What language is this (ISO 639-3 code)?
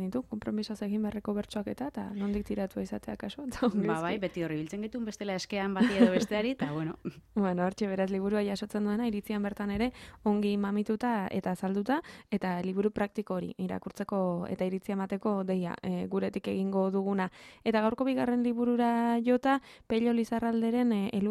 eus